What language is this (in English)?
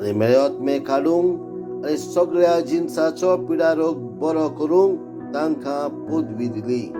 Konkani